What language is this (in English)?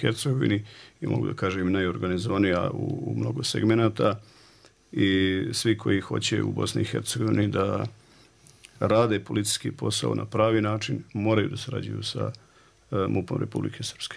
Bosnian